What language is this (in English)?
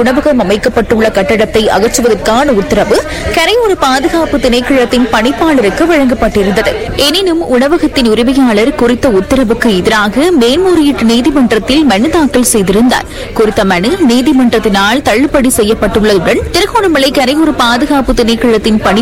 Tamil